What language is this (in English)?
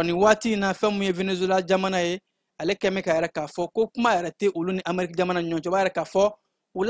Bambara